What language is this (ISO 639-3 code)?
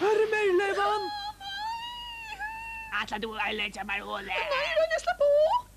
fao